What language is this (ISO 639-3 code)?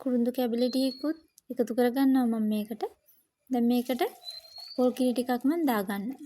sin